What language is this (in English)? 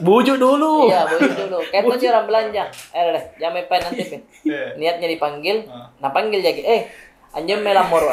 Makassar Malay